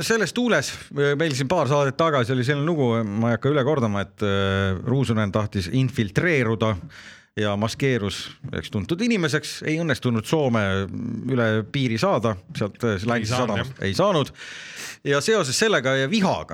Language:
Estonian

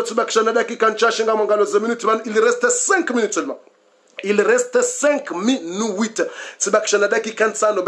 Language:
Swahili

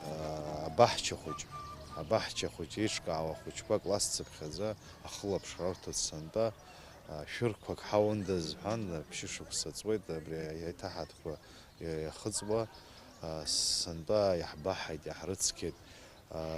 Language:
Abkhazian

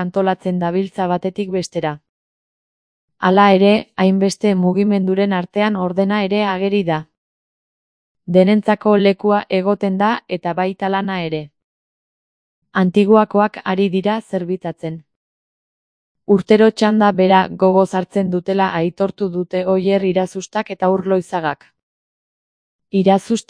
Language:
Basque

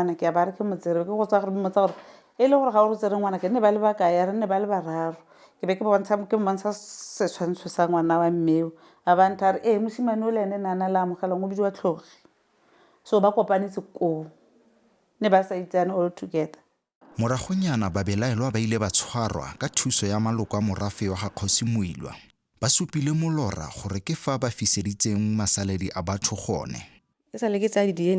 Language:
Tswana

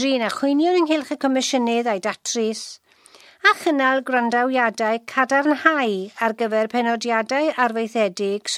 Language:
Welsh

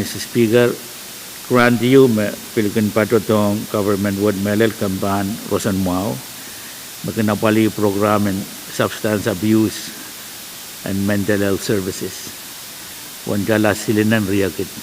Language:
Pohnpeian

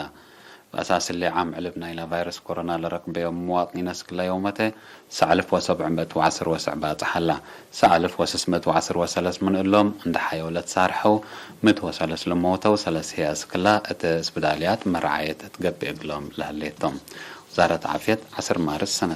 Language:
Tigre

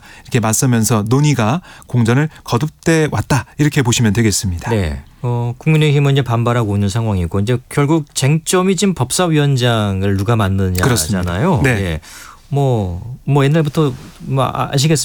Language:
Korean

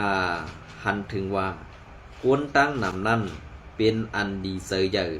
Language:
Shan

